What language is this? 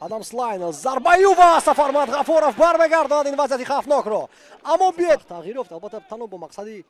Tajik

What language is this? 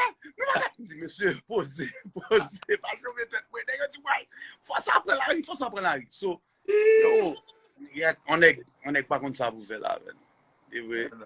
Haitian Creole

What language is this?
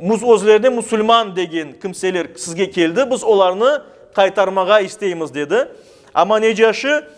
Crimean Tatar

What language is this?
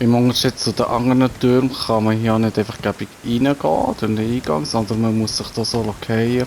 Swiss German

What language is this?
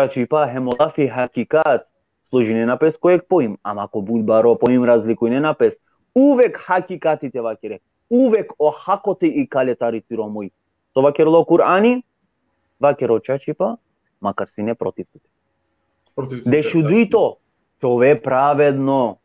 Balkan Romani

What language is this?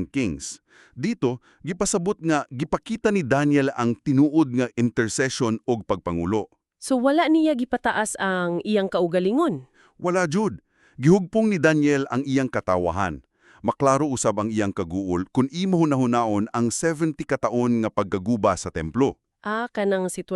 Cebuano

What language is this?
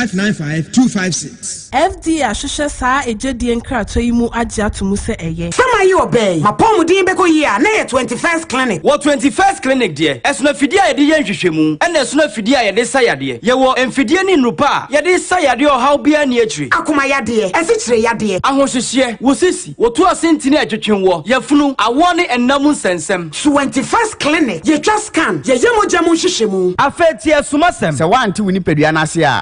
Akan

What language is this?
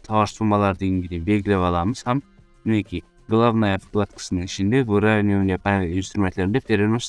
Kara-Kalpak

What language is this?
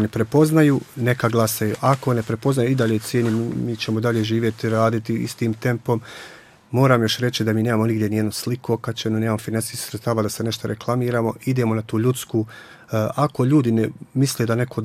Bosnian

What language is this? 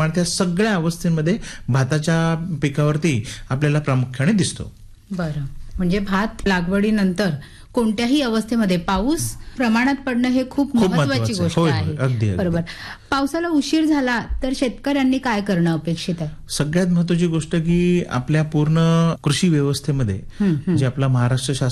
Marathi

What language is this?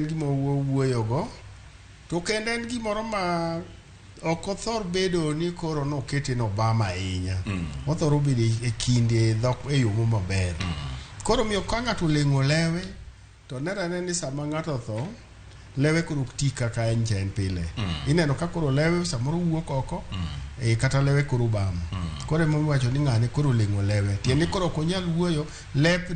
Luo (Kenya and Tanzania)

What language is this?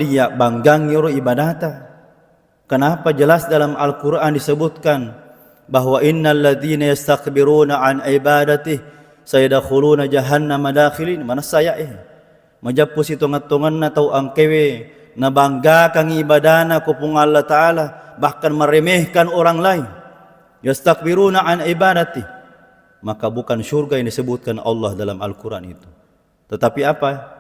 Buginese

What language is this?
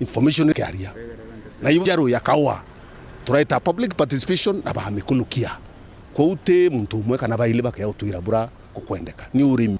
Meru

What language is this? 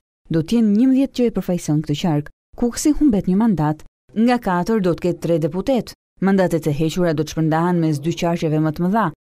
Albanian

